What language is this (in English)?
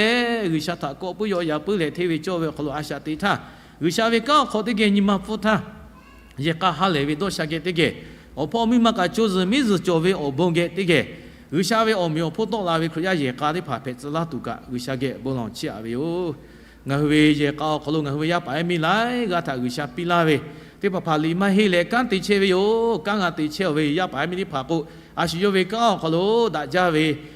Lahu